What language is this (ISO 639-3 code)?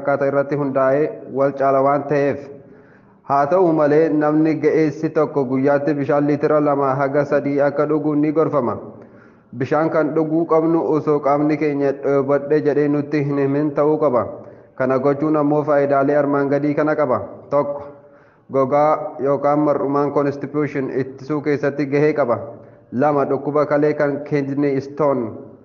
orm